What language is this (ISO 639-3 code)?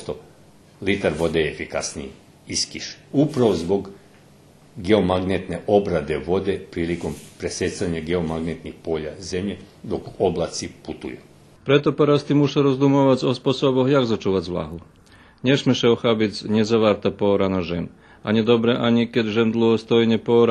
rue